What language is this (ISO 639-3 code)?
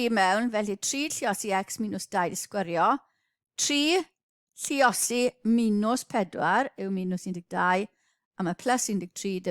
cym